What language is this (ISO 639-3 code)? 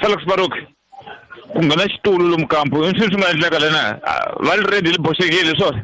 tso